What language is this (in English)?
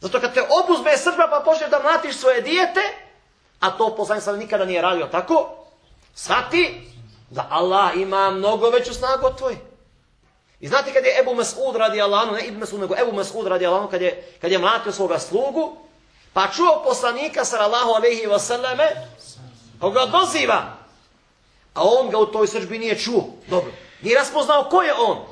Bosnian